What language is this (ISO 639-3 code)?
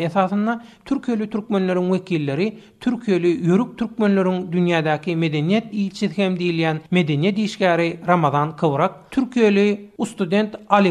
tuk